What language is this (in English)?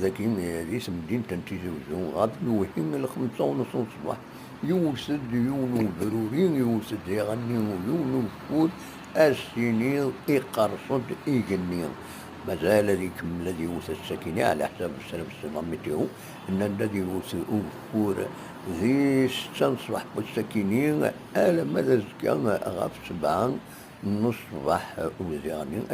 Kabyle